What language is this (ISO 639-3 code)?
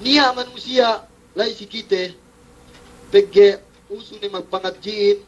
yka